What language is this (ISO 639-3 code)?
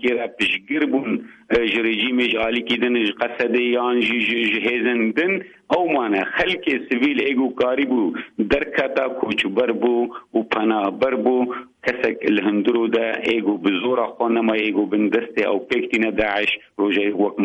kur